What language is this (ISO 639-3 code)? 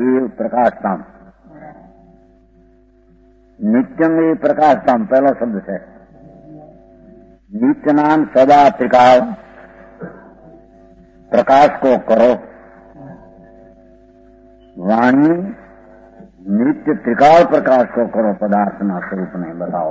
guj